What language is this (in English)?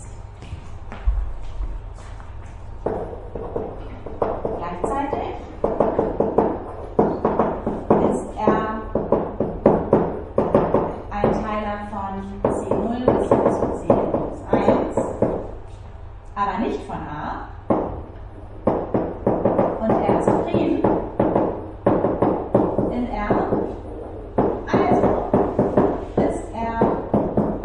German